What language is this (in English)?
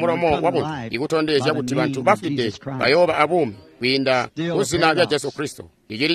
Tonga (Zambia)